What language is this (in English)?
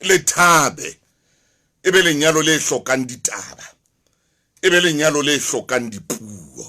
Southern Sotho